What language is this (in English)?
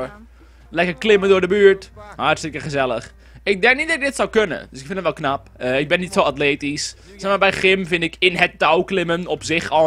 Dutch